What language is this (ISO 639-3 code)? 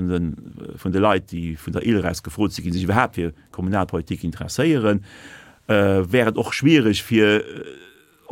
ltz